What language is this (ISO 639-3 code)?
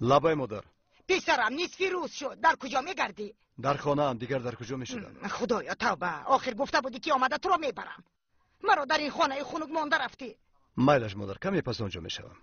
tgk